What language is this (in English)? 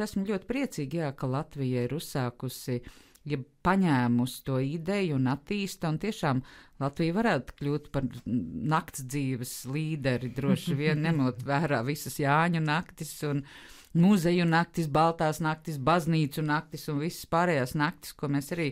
Latvian